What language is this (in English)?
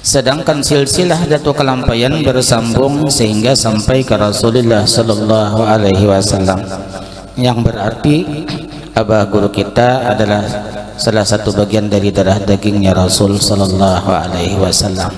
Banjar